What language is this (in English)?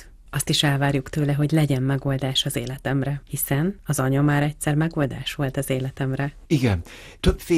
Hungarian